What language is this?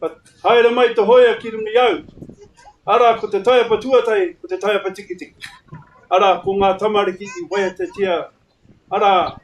Māori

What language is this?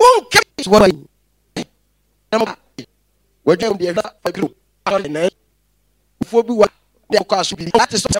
Akan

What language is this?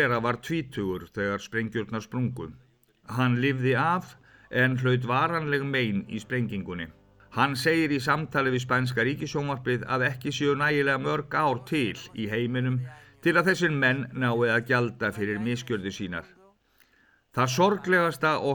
Icelandic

